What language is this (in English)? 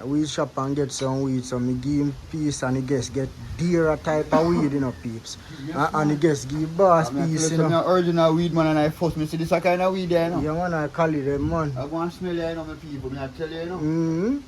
Jamaican Creole English